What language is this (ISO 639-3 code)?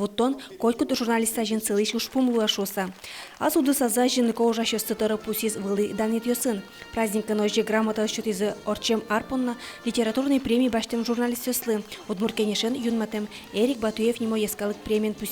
udm